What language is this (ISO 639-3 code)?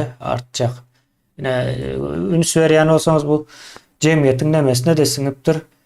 tuk